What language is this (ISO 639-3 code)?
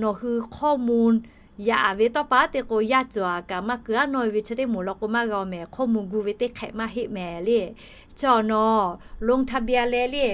lhu